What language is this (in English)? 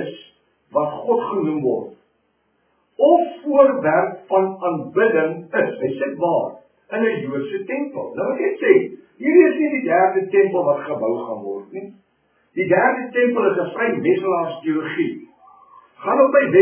Afrikaans